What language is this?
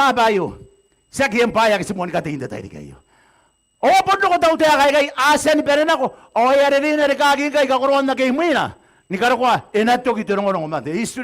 Gilbertese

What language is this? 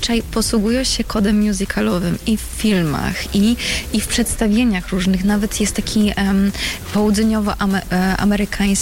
Polish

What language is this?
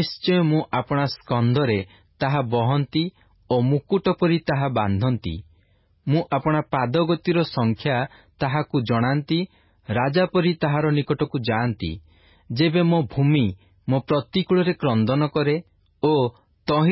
Odia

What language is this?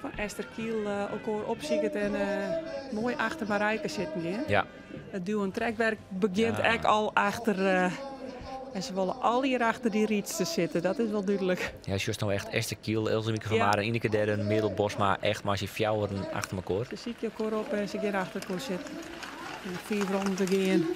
Western Frisian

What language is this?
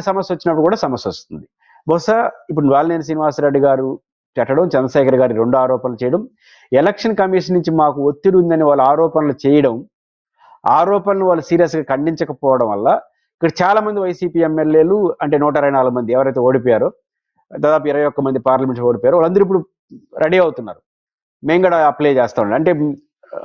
Telugu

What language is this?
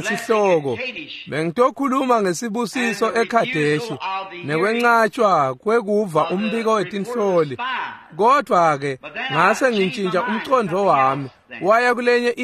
Swati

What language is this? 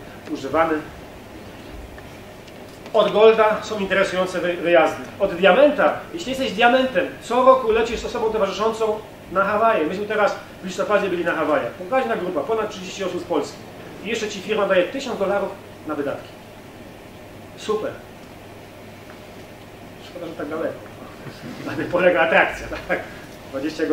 Polish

